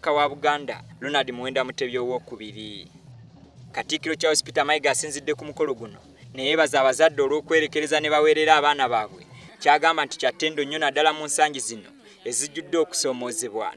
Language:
Ganda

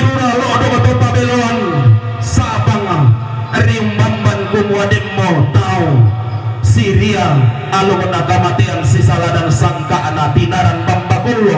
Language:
Toraja-Sa'dan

